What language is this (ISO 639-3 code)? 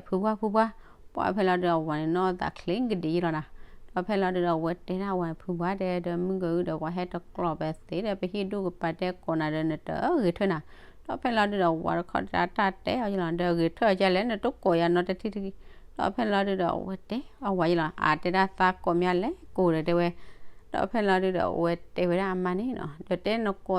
ksw